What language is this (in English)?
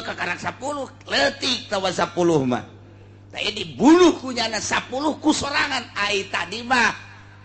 Sundanese